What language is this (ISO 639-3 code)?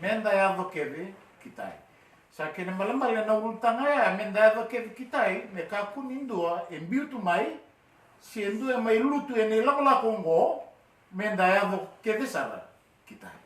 fij